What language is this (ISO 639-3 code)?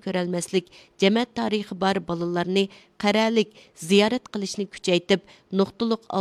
uig